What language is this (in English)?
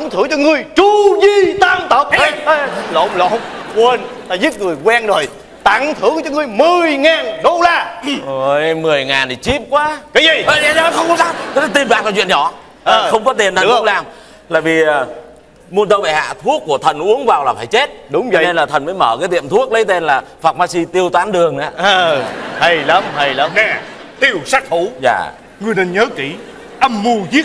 Vietnamese